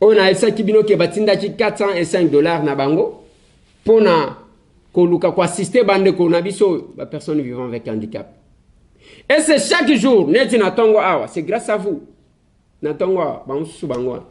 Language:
Lingala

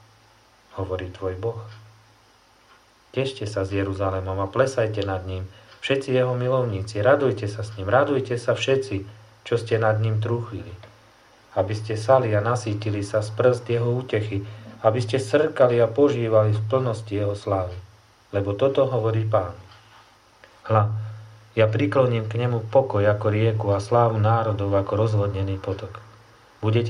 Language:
Slovak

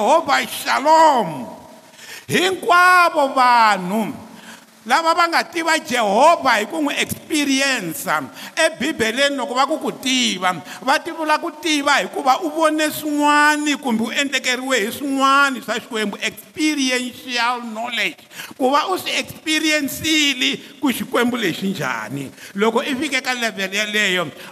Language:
Tsonga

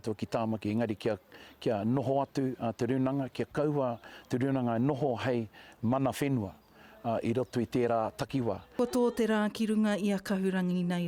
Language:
Māori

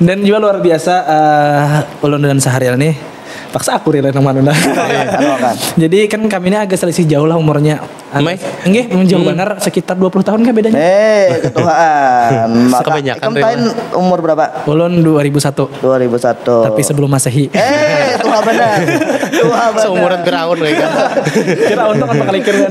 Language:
Banjar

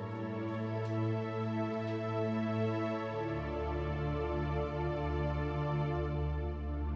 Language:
Turkish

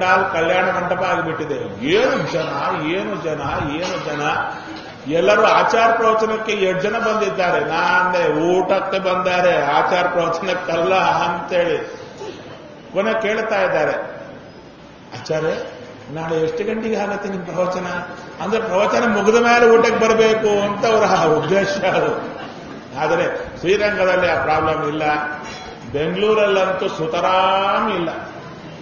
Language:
Kannada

